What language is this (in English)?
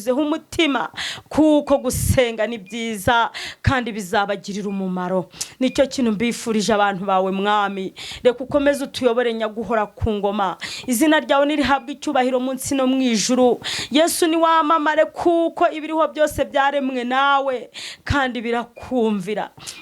Kinyarwanda